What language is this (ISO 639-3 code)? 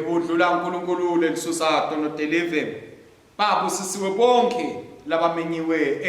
ssw